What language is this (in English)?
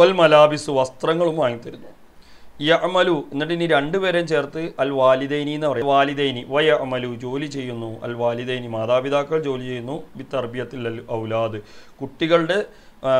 Malayalam